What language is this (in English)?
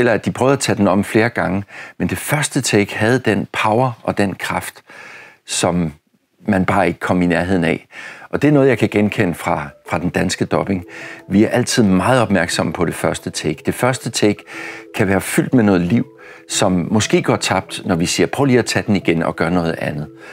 Danish